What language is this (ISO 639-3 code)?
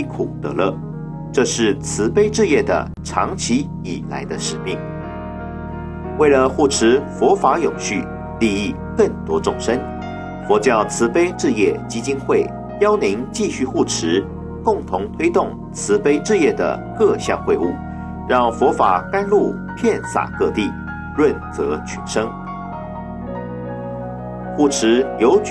zho